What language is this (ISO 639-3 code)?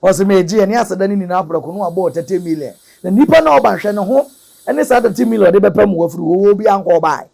aka